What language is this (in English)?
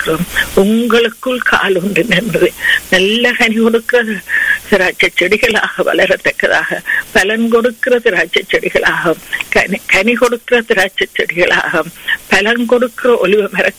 Tamil